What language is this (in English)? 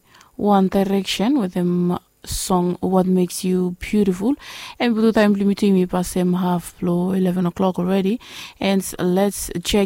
Bislama